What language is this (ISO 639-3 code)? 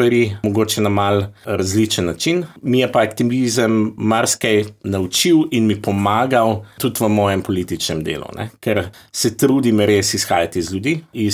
slv